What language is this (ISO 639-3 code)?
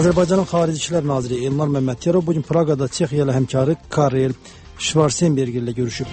aze